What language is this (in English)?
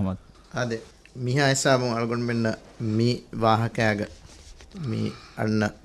Divehi